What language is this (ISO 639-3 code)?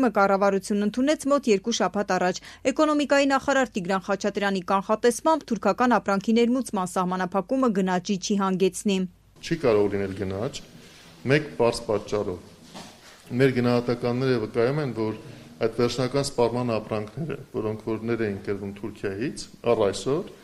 hye